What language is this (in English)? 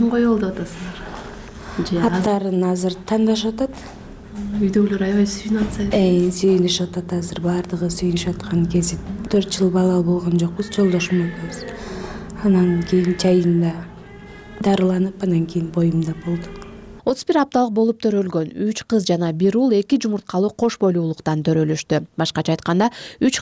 Kyrgyz